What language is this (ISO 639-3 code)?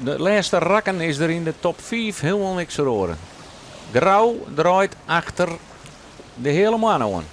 fry